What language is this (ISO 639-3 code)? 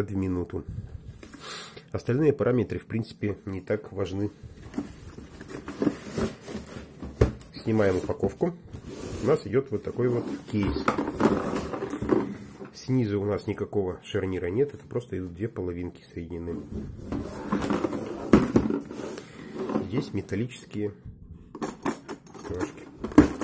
rus